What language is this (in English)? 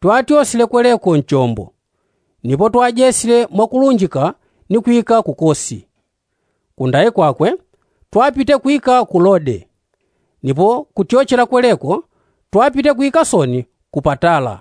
Yao